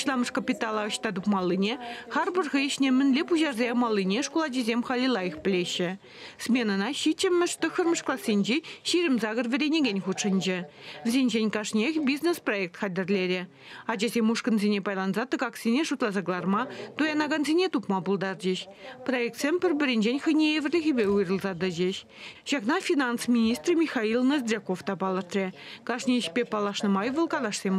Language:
Chuvash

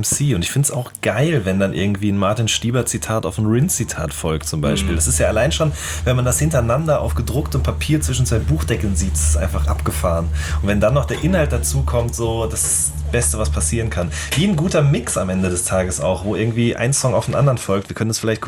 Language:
German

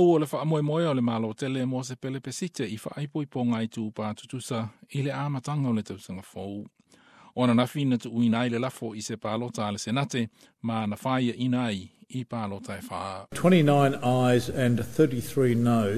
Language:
Samoan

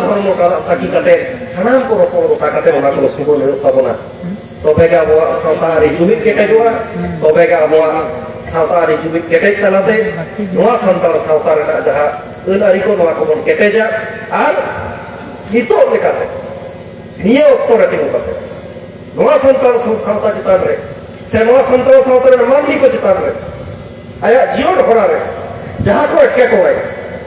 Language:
Santali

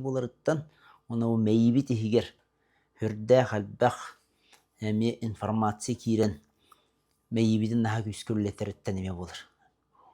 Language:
Yakut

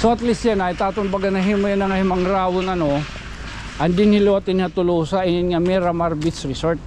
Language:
Waray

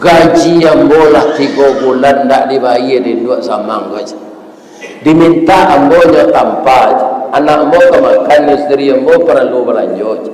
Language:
Minangkabau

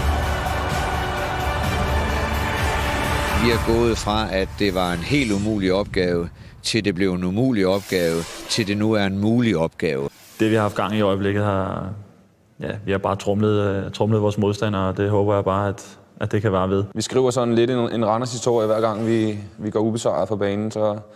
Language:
Danish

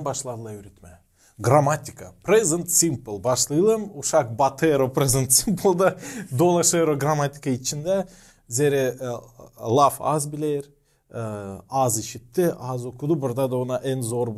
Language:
Gagauz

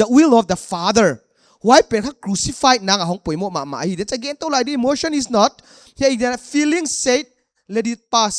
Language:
Paite Chin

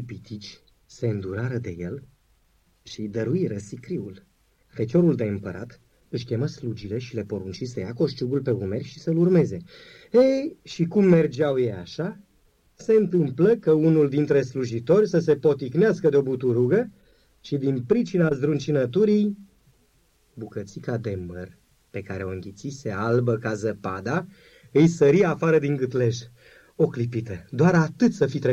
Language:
Romanian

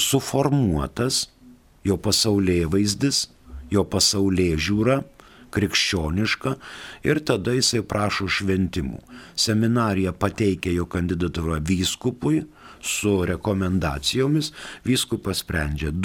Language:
Lithuanian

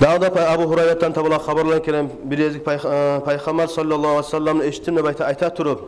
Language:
Kumyk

